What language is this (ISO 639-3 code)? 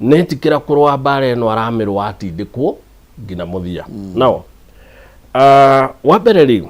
kik